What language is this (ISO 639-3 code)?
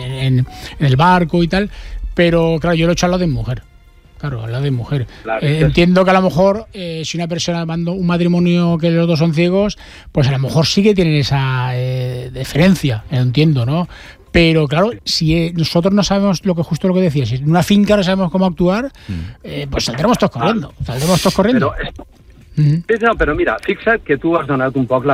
cat